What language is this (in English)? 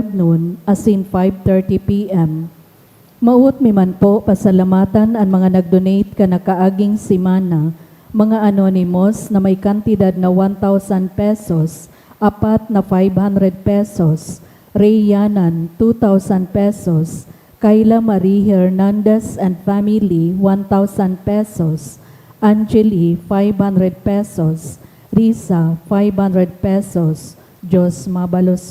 Bikol